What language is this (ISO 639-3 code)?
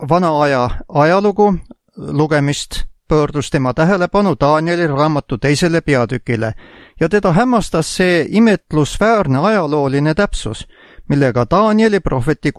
est